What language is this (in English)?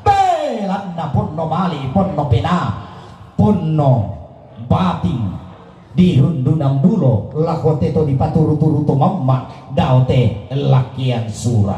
Toraja-Sa'dan